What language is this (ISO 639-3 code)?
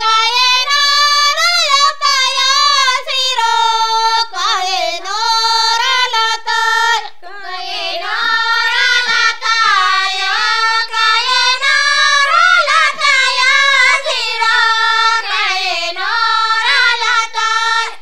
gon